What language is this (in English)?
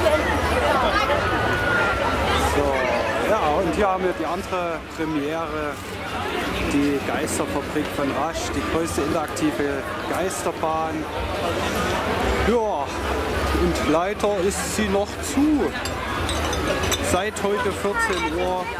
German